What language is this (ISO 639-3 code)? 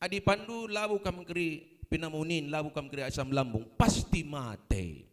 btx